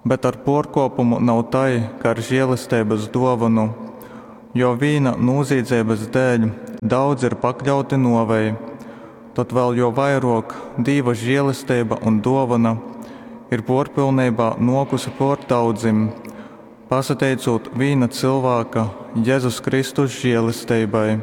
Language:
Latgalian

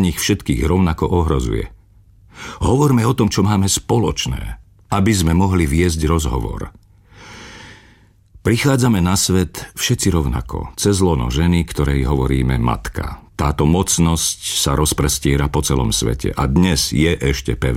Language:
Slovak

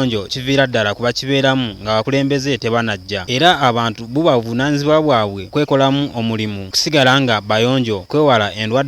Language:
Ganda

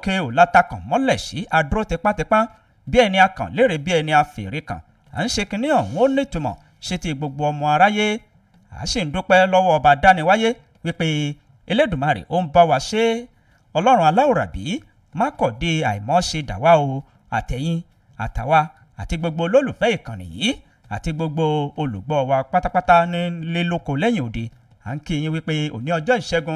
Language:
Yoruba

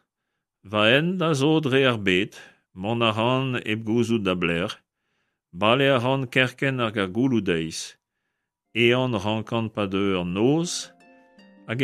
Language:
Breton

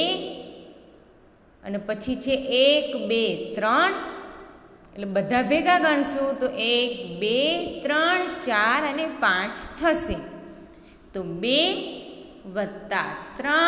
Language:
Gujarati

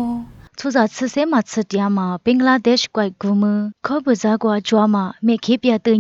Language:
Lisu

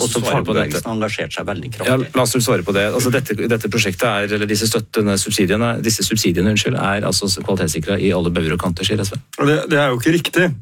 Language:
Norwegian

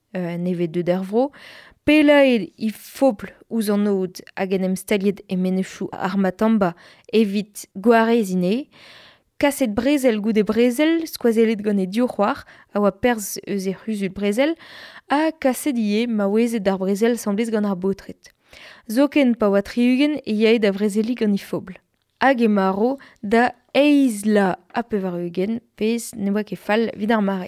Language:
Breton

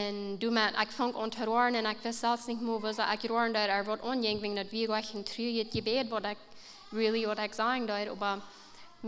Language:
Plautdietsch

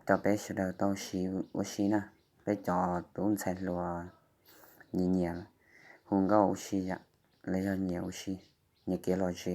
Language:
Hmong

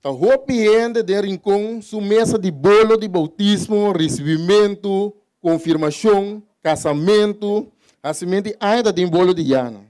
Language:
Papiamento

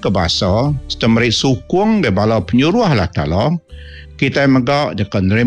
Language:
Iban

